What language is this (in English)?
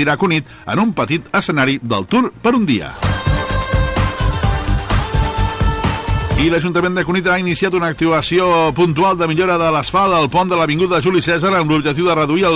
Catalan